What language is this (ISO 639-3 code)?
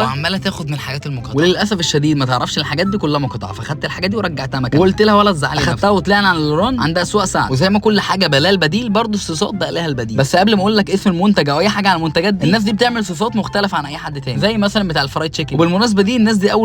arz